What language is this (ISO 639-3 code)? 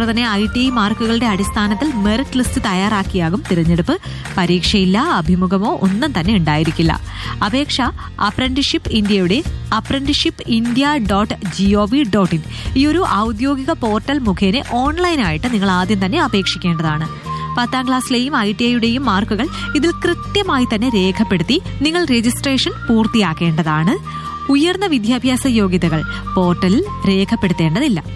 mal